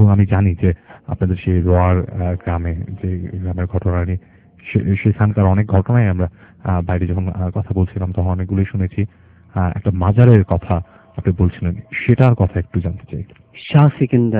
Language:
Bangla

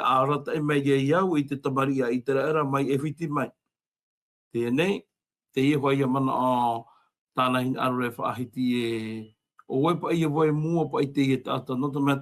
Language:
Tahitian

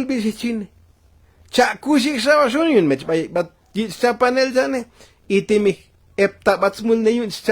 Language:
Tzotzil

